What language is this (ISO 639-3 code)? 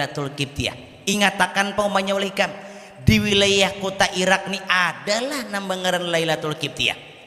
bjn